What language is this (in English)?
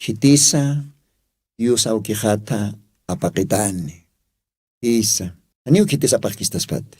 Aymara